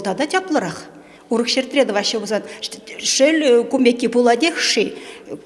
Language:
Chuvash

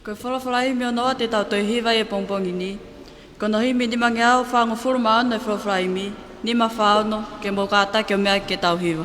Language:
Tongan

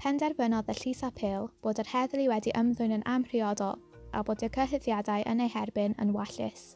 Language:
Welsh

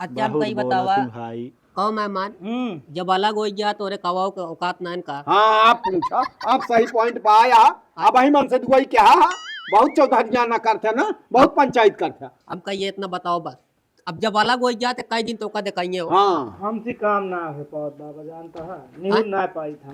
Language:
Awadhi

